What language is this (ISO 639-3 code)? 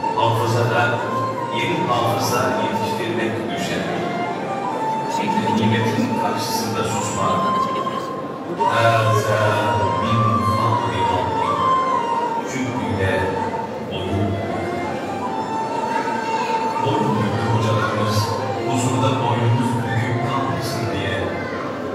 tur